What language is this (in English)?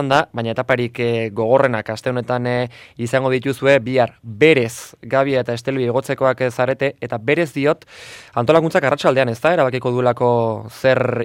Basque